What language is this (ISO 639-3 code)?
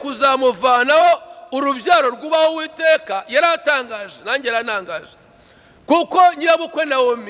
kin